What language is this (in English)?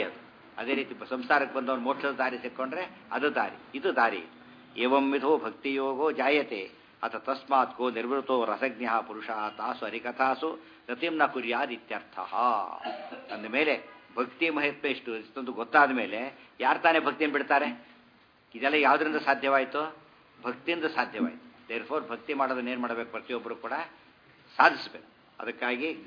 Kannada